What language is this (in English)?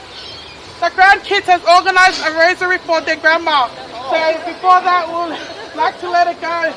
Tongan